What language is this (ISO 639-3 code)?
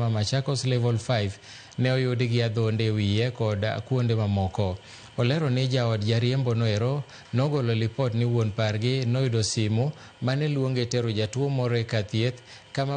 luo